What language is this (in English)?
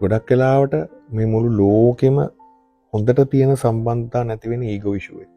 Sinhala